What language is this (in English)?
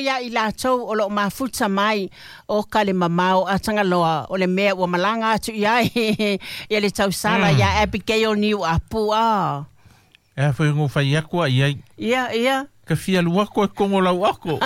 Samoan